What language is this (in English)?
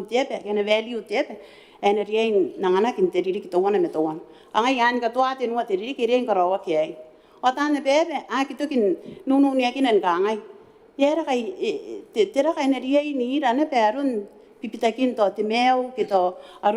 Gilbertese